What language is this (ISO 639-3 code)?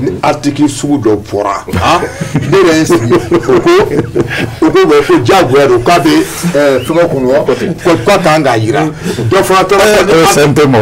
bam